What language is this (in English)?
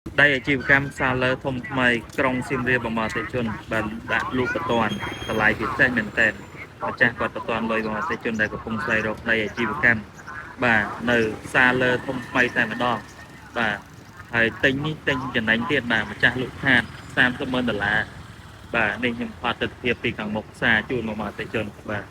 Khmer